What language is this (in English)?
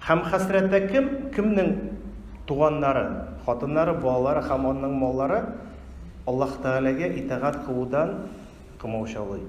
Tatar